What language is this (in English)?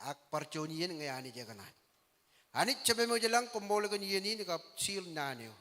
Marshallese